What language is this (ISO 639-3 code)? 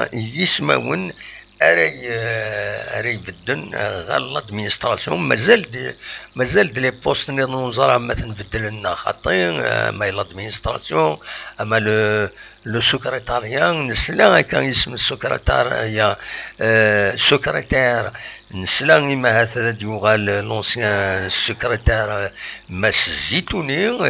kab